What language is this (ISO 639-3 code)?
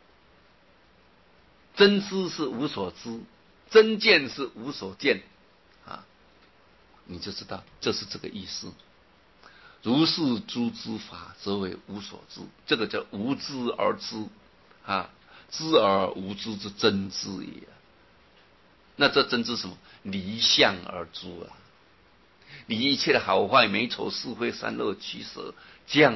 zho